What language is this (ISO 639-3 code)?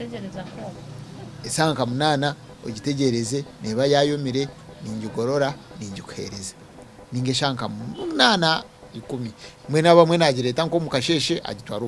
nyn